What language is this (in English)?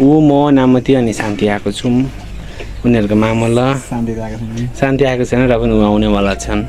Nepali